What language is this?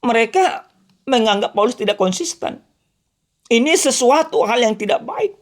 Batak Toba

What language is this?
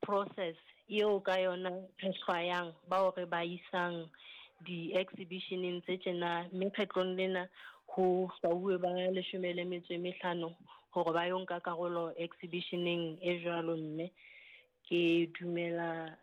Southern Sotho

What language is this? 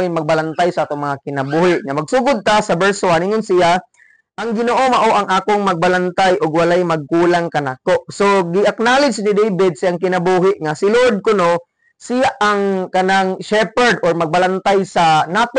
Cebuano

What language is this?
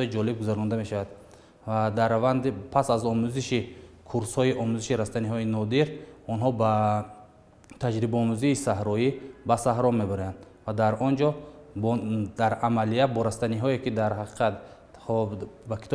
Tajik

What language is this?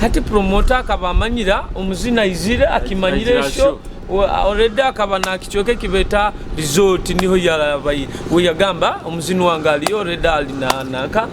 Nyoro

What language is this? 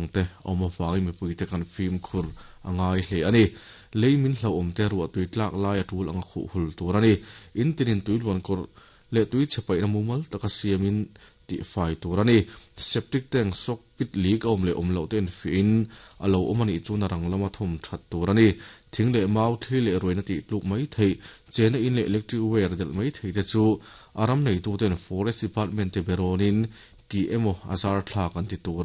Mizo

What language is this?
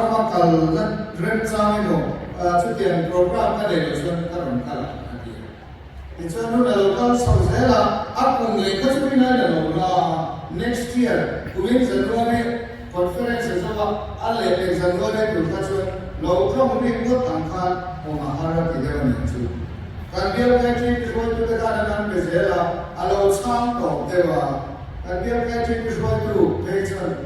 Mizo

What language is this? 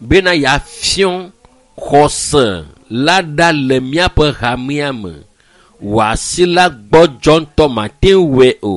Ewe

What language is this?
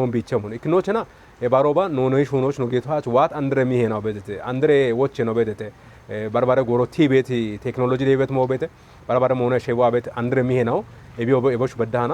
Kafa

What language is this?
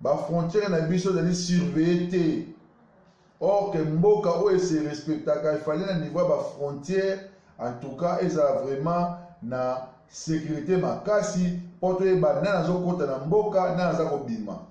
Lingala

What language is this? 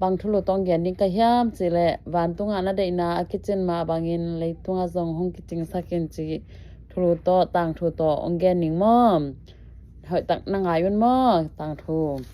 Tedim Chin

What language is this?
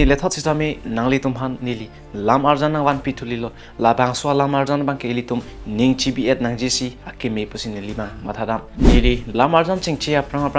Karbi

